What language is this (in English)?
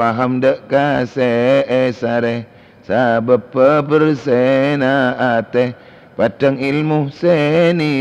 Madurese